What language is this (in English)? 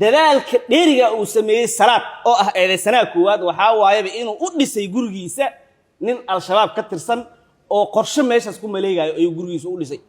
Somali